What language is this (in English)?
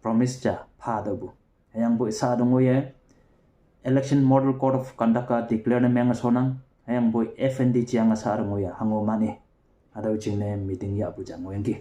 Konyak Naga